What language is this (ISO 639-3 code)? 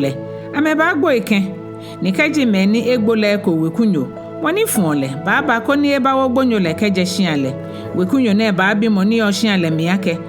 gaa